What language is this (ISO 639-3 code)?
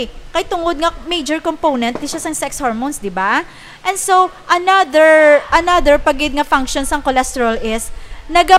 hil